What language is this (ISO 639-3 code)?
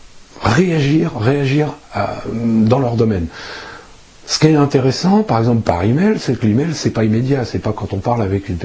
fra